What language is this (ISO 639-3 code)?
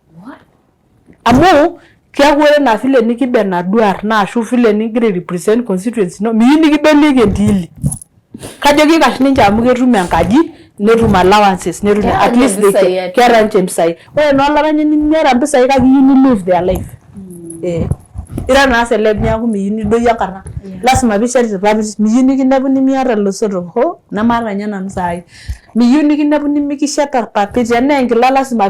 mas